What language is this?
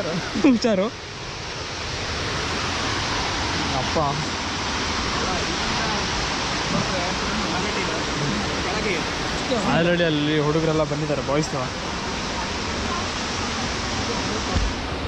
Kannada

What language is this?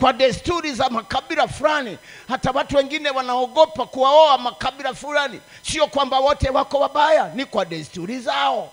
Swahili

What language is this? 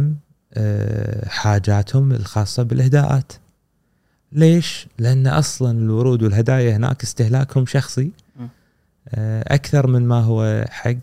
Gulf Arabic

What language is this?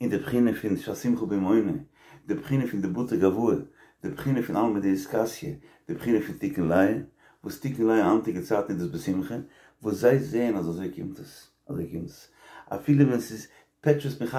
Yiddish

